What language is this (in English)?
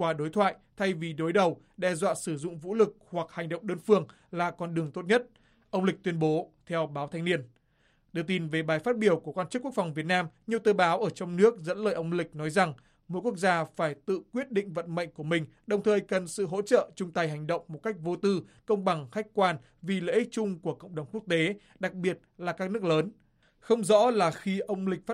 Vietnamese